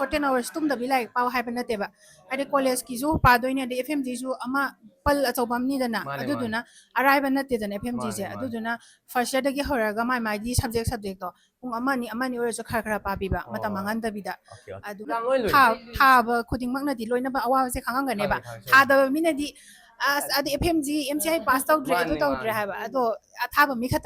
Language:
Manipuri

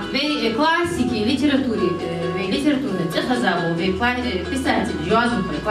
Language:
Ingush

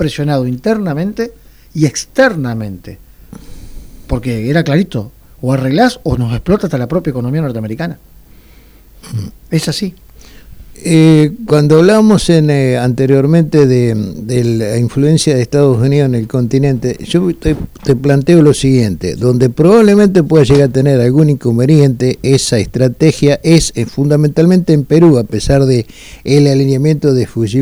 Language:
Spanish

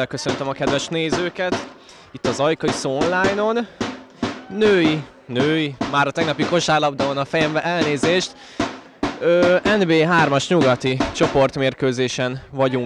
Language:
Hungarian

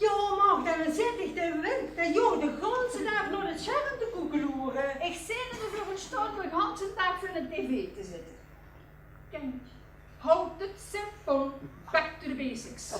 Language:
Limburgish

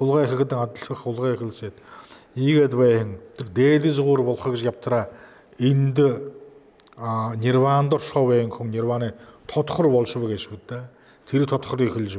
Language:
Buriat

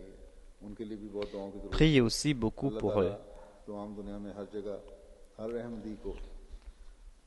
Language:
French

